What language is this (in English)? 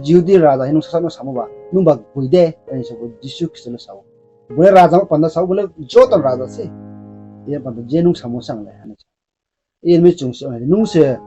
Riang (India)